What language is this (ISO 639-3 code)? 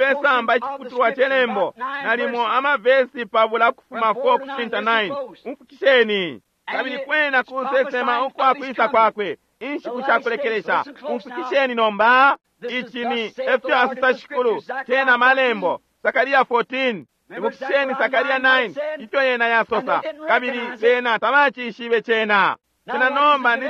bem